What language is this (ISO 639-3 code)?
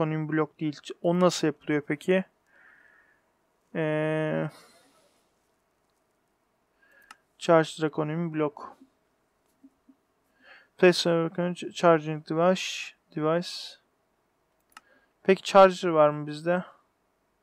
tur